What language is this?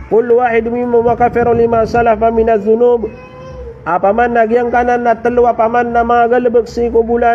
Maranao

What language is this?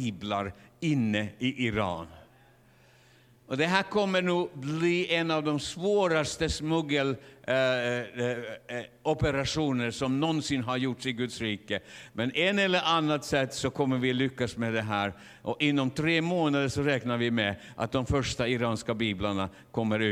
Swedish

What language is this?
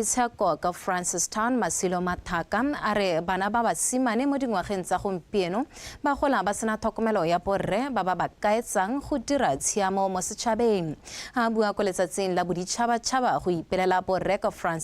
Tswana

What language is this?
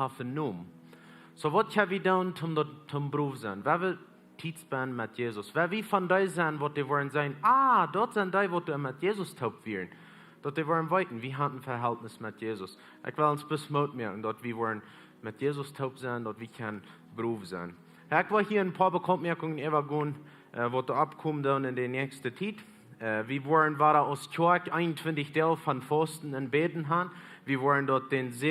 Plautdietsch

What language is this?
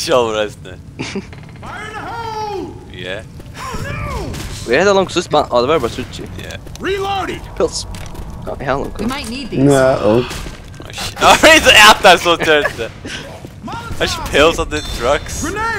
Faroese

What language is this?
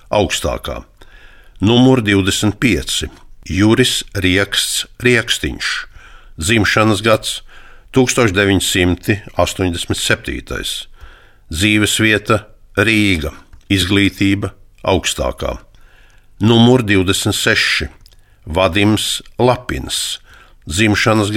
Latvian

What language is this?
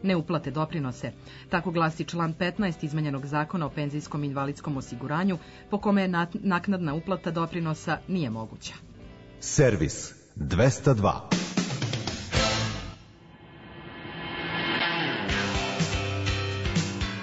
Serbian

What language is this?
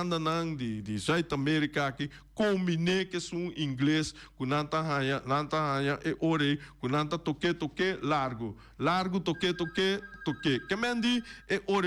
Papiamento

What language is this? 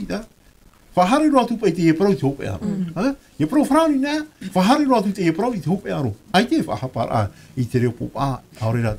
Tahitian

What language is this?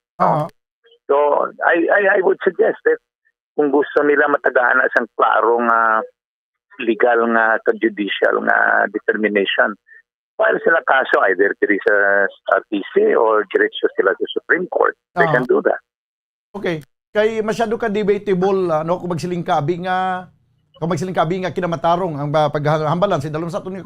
Hiligaynon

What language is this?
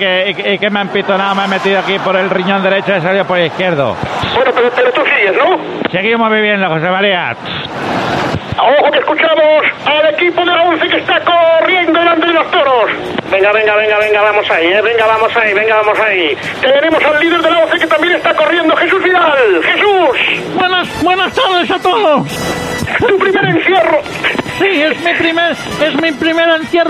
Spanish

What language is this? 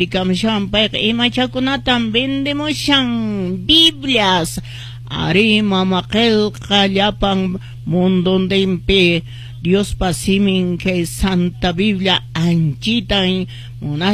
Quechua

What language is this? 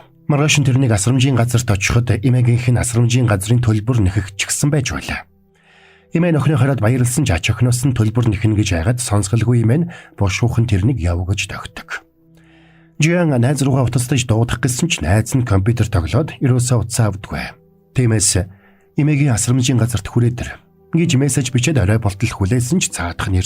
Mongolian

